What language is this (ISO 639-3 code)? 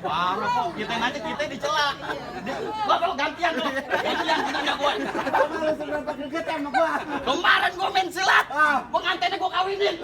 bew